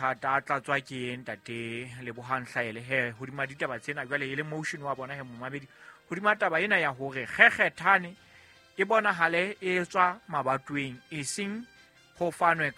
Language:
Southern Sotho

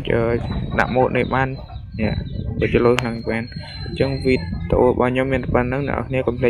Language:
Khmer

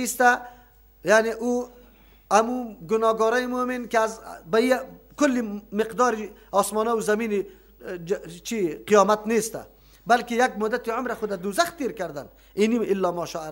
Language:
Persian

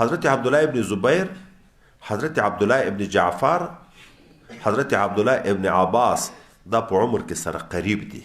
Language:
Pashto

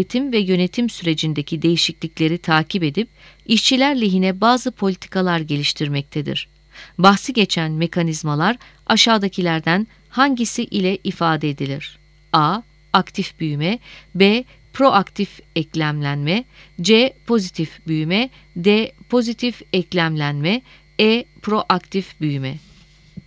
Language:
Turkish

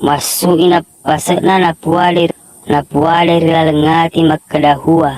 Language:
Buginese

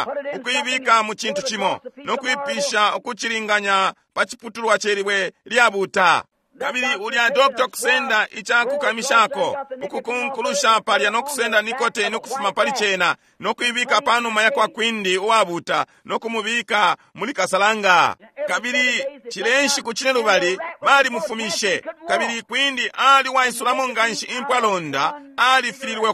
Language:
Bemba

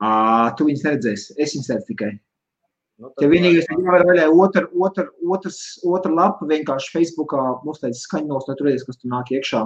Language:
Latvian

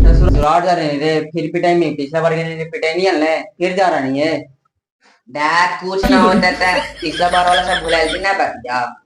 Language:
Magahi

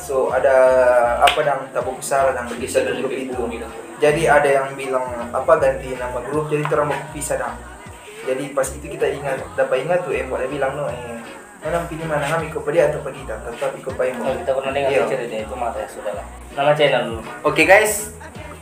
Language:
Manado Malay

